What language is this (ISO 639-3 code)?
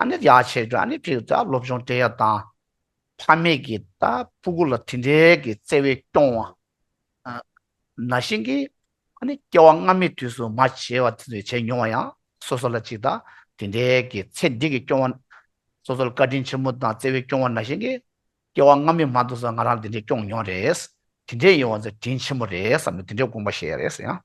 bod